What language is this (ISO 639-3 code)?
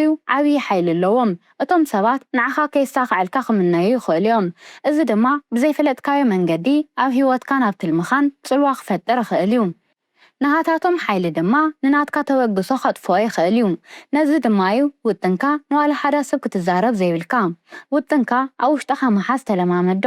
tir